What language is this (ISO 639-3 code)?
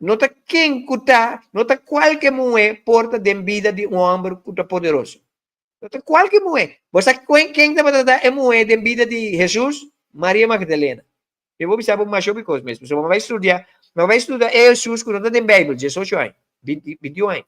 pap